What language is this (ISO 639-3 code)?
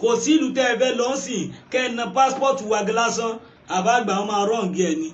yor